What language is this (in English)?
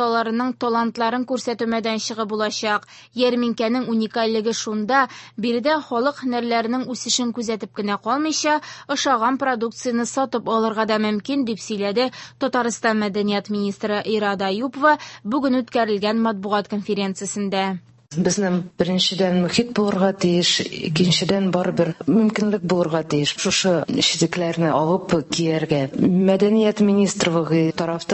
Tatar